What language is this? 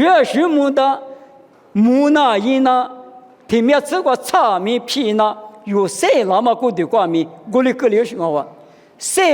Lisu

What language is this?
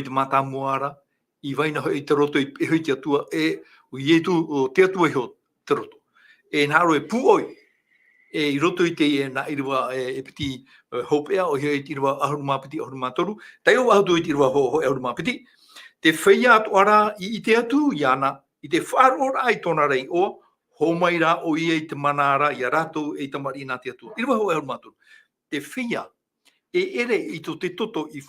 Tahitian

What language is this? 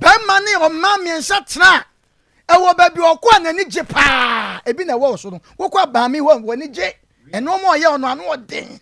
Akan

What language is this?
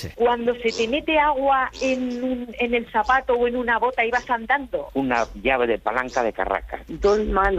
Spanish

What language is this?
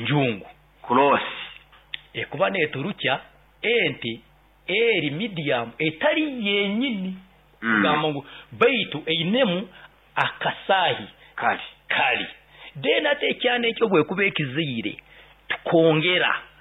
Nyoro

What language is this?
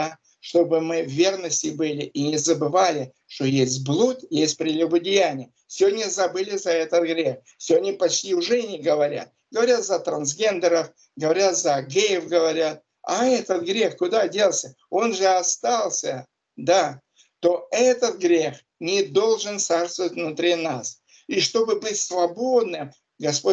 Russian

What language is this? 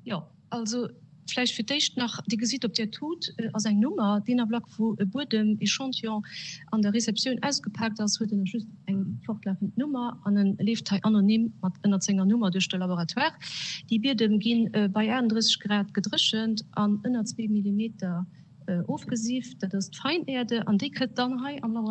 Luxembourgish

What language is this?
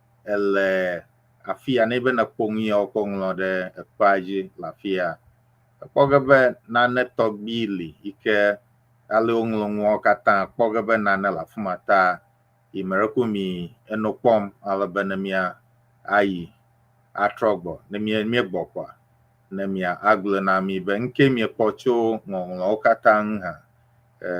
Ewe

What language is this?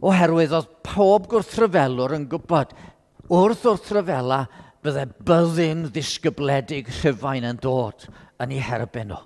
Welsh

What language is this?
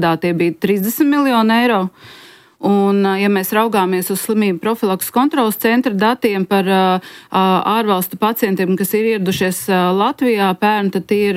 Latvian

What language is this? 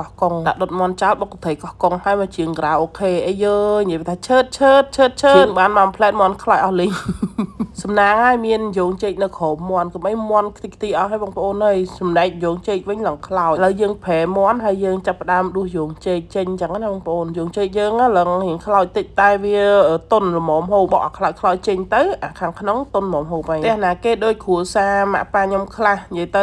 Khmer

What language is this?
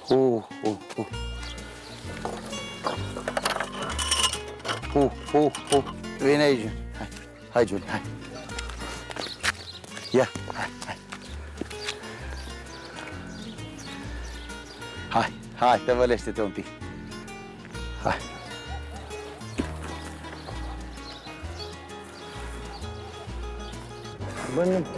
Romanian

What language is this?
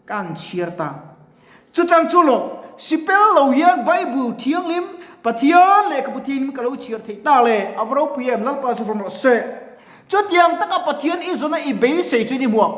Mizo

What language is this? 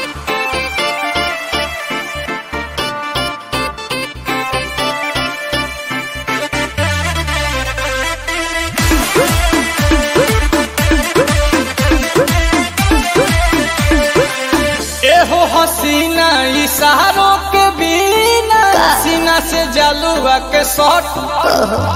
Bhojpuri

